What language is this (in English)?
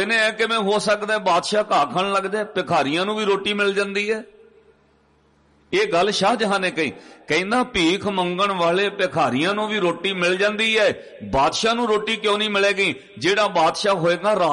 Punjabi